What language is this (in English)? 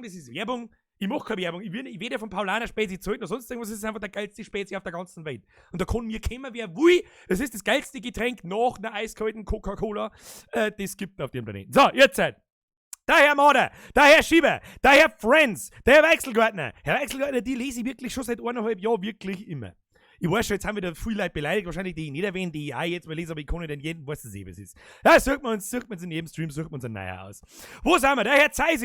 Bavarian